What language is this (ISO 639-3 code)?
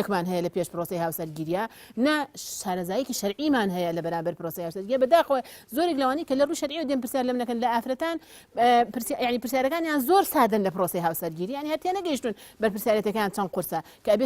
ckb